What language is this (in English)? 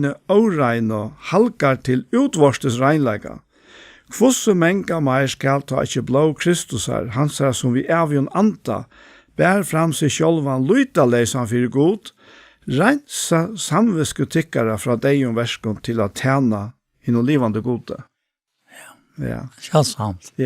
Faroese